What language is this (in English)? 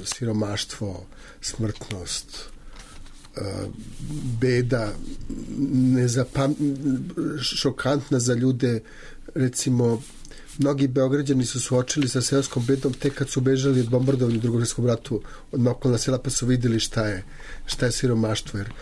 Serbian